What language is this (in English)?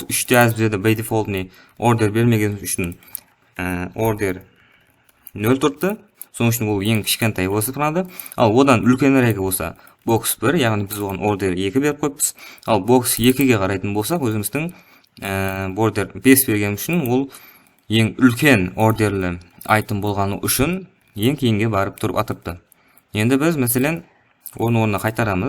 Kara-Kalpak